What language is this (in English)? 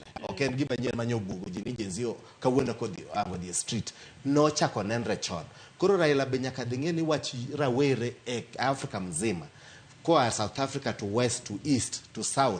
Luo (Kenya and Tanzania)